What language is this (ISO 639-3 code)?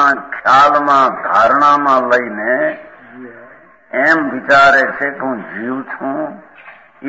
guj